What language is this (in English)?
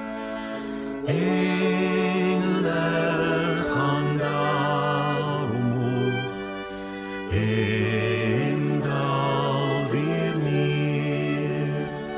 Afrikaans